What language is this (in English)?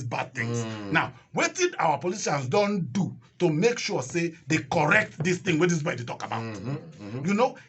Nigerian Pidgin